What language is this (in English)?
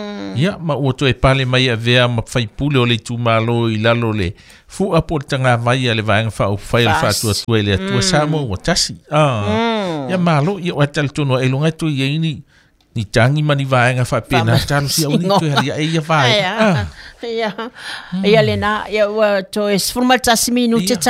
Samoan